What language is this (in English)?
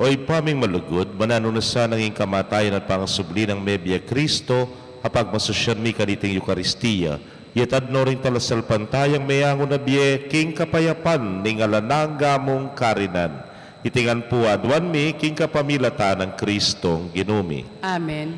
Pampanga